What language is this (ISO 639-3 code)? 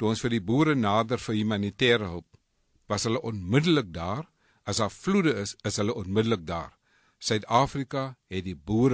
afr